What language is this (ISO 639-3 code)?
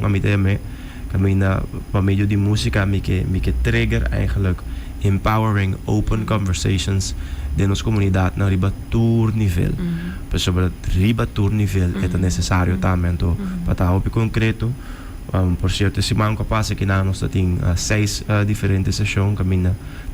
pap